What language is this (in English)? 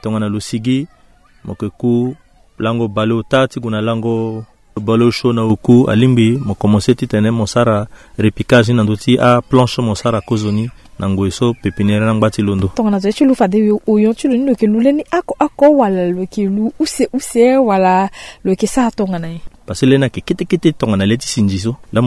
Sango